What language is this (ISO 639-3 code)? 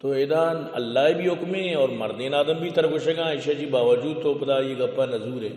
bal